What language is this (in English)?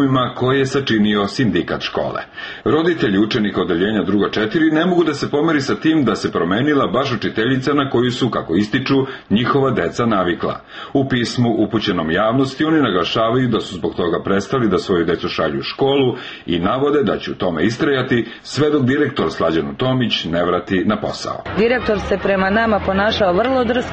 Serbian